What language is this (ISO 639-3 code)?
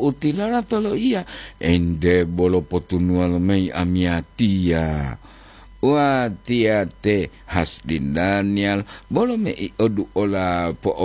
gor